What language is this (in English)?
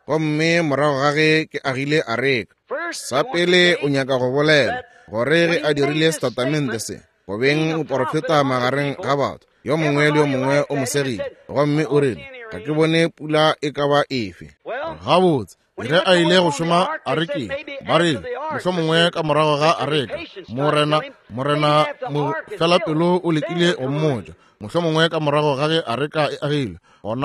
Northern Sotho